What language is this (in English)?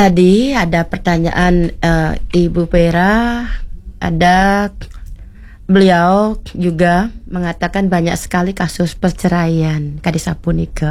Balinese